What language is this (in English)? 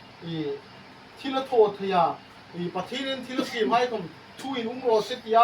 Hmar